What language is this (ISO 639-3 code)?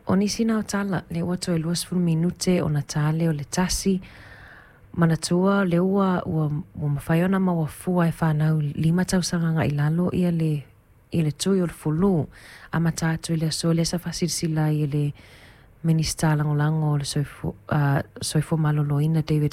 smo